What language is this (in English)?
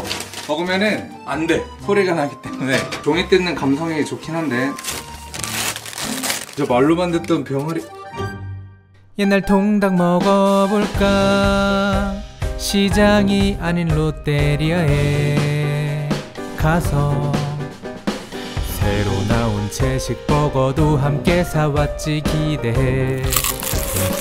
Korean